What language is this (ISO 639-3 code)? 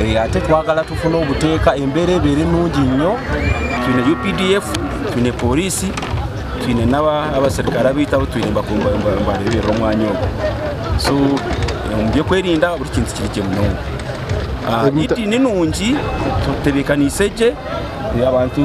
nyn